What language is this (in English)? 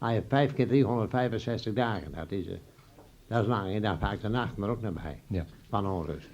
Western Frisian